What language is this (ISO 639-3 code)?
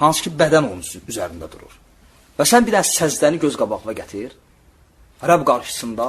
aze